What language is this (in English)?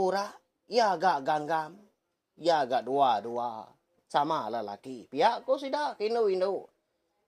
Iban